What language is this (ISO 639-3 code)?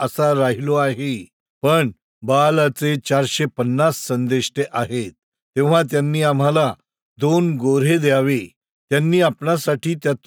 mar